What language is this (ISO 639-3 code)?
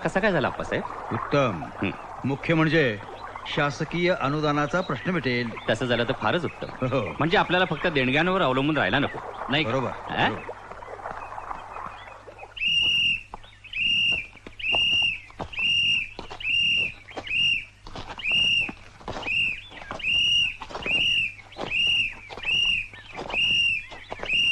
mar